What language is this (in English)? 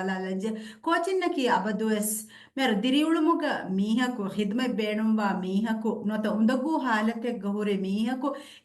Divehi